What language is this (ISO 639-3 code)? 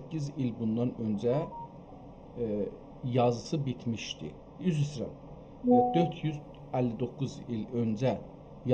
azb